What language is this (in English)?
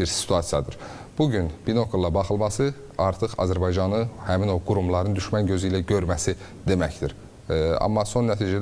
Azerbaijani